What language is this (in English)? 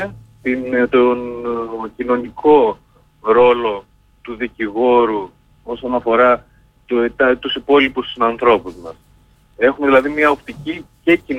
Greek